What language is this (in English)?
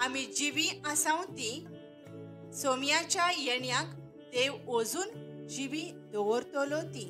Konkani